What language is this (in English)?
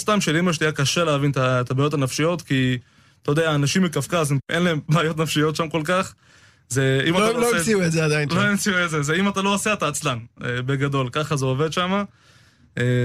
Hebrew